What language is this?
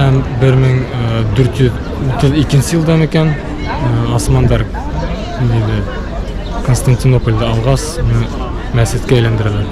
Bashkir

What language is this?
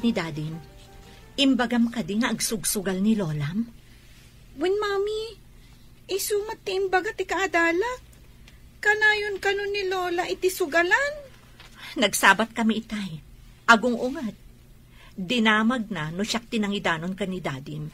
Iloko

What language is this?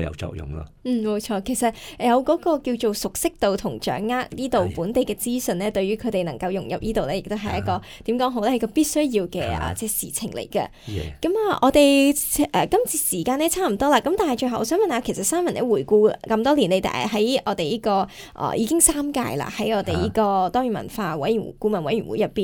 Cantonese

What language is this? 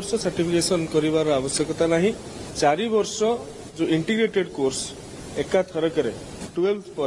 Odia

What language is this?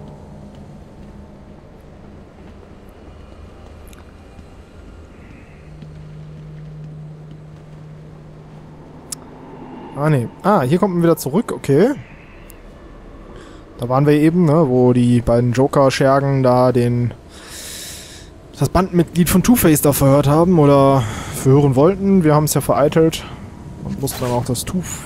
German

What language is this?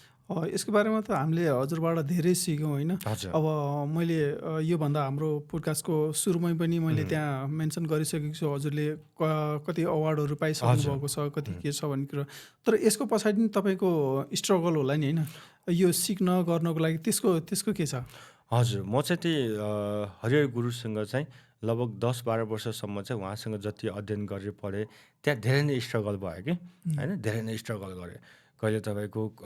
Nepali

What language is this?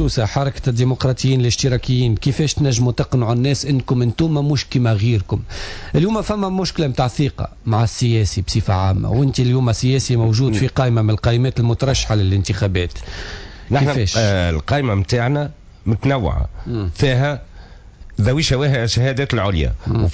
Tunisian Arabic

